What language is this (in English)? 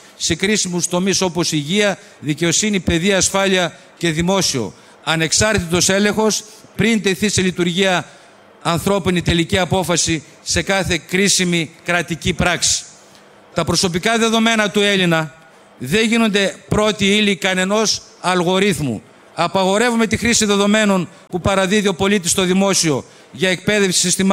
Greek